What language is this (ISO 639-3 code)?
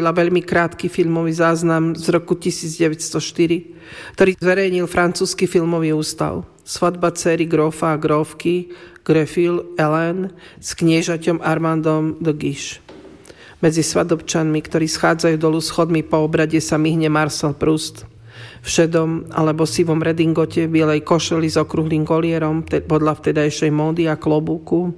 slk